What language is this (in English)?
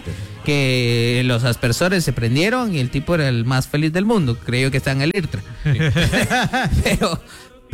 Spanish